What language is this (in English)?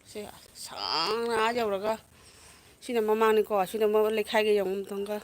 Manipuri